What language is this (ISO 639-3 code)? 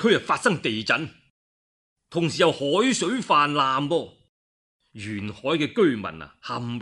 yue